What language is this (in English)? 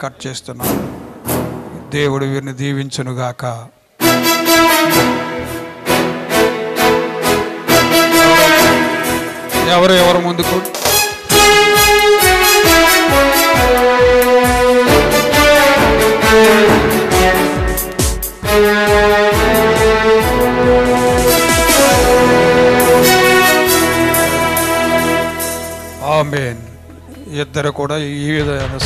Telugu